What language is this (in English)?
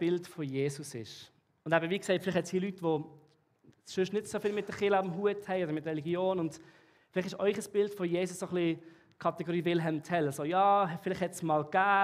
Swiss German